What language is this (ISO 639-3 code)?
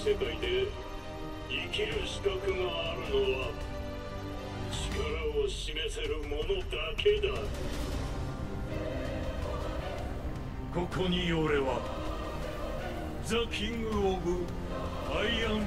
jpn